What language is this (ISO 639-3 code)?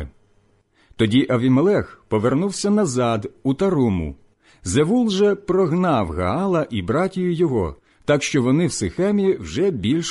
ukr